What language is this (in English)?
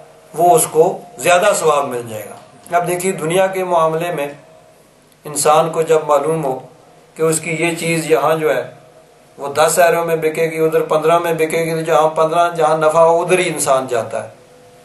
Urdu